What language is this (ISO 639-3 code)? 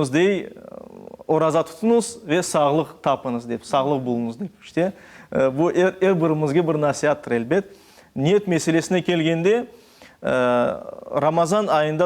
crh